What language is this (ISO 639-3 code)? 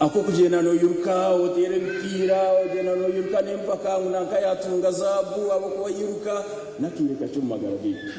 nyn